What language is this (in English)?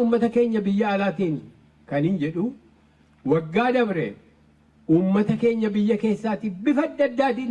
Oromo